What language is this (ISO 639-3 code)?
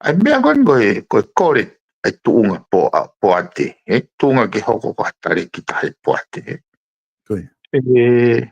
ton